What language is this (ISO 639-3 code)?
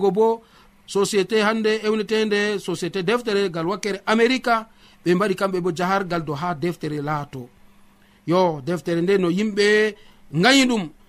fuv